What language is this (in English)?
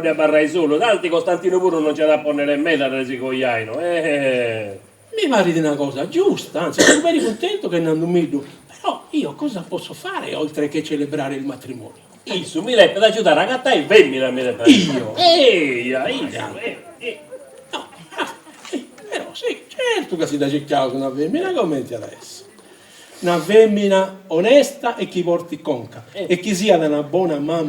Sardinian